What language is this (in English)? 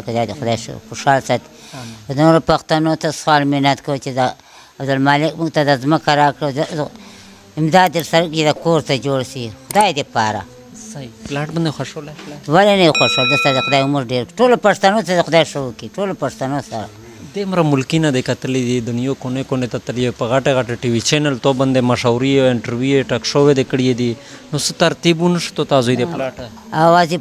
Pashto